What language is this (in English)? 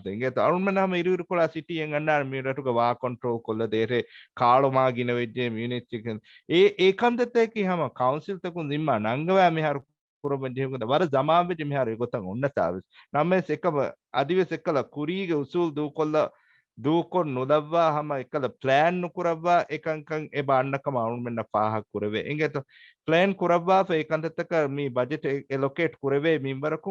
Divehi